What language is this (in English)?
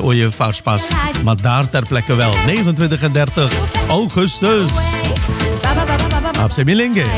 Dutch